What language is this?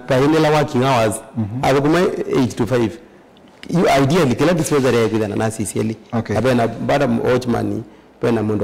Kamba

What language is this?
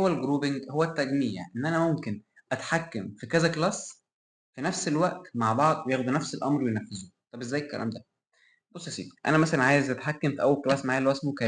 Egyptian Arabic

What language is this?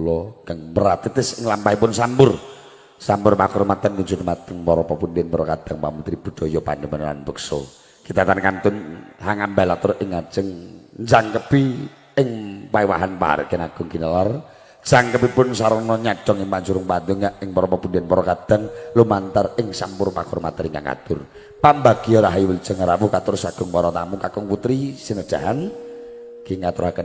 Javanese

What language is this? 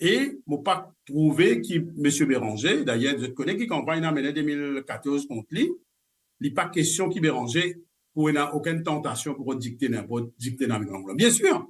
Morisyen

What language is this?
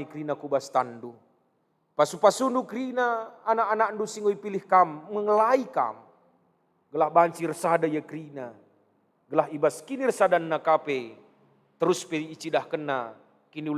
Batak Karo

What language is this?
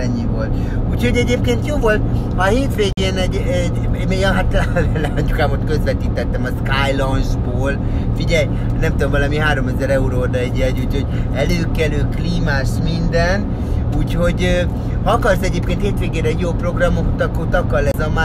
Hungarian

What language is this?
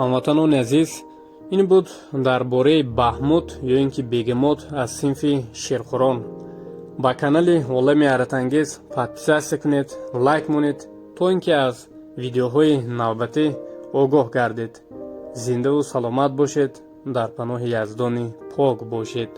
Tajik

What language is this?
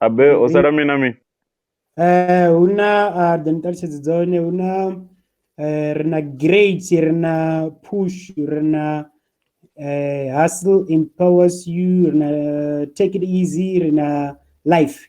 Venda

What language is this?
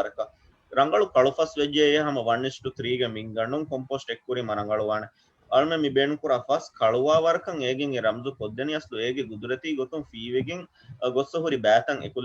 Divehi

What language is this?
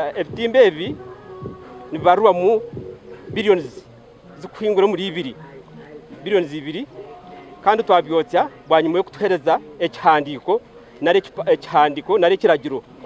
Nyankole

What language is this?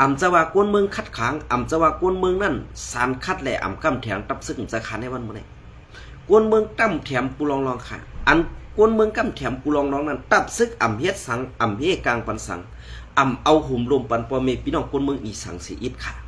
Shan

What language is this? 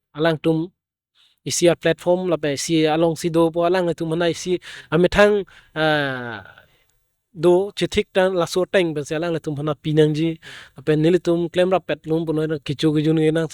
Karbi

